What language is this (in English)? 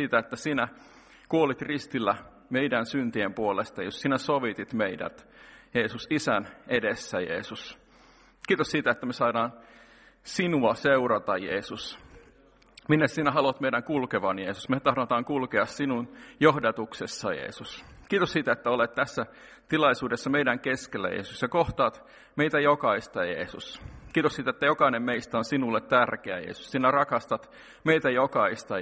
Finnish